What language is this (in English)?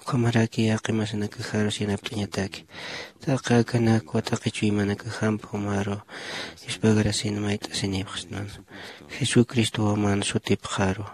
Aymara